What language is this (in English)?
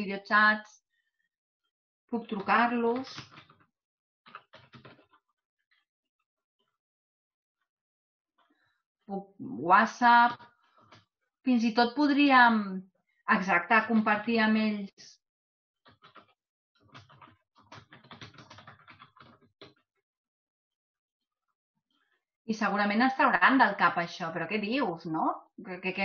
Catalan